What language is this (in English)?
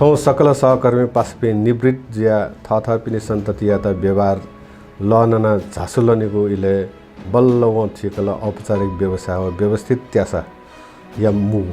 Newari